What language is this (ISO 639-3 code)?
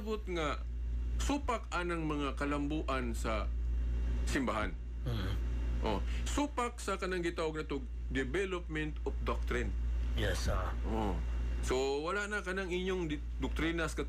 ceb